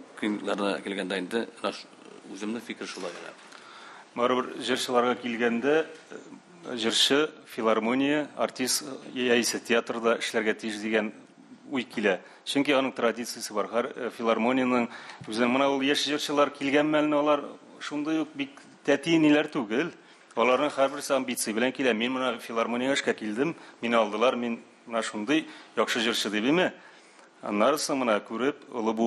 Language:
Tatar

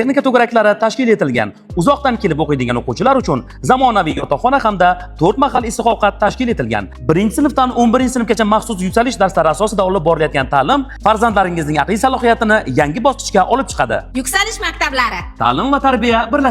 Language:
Uzbek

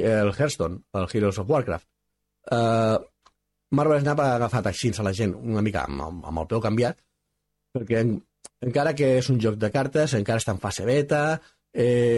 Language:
Catalan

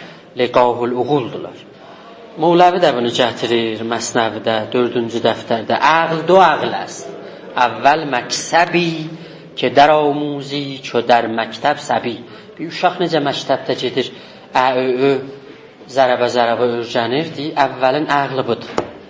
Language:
South Azerbaijani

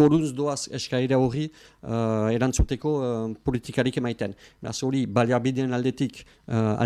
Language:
Basque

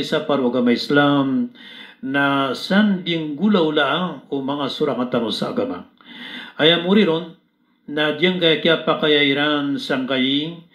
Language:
Maranao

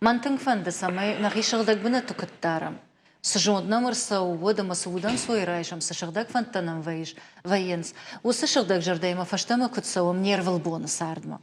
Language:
Ossetic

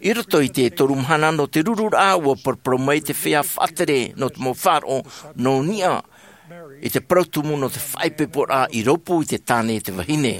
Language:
Tahitian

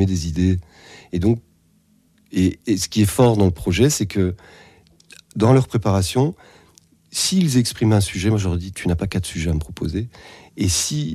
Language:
French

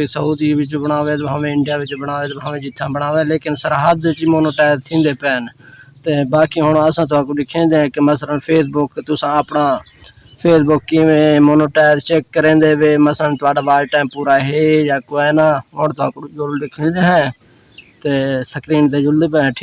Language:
Saraiki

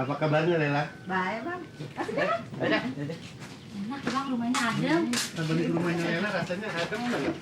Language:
Betawi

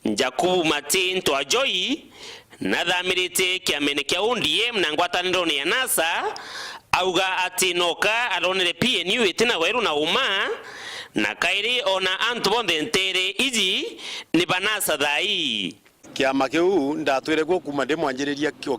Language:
Meru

